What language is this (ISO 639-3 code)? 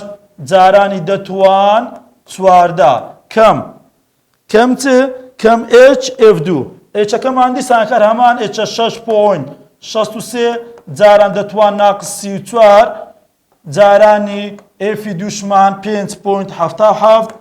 ckb